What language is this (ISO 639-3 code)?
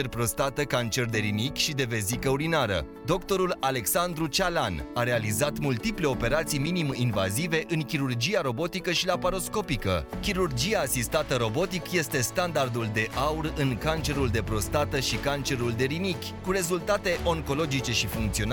ron